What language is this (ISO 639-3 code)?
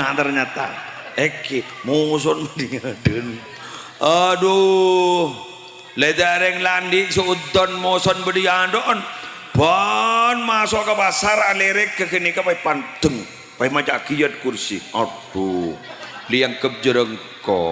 mad